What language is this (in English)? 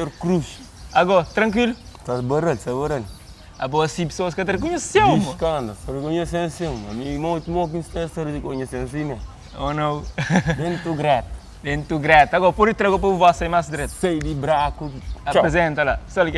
Kabuverdianu